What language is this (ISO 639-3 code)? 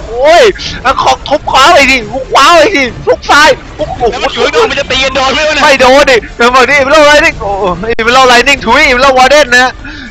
tha